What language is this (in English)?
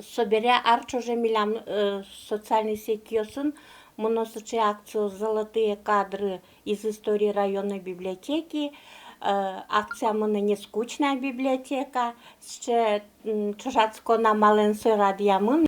Udmurt